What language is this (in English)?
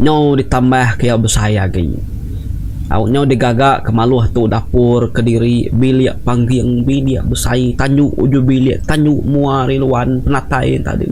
Iban